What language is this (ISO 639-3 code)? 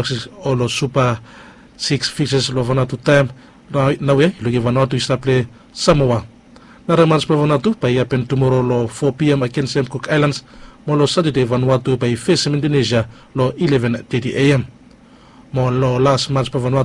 bis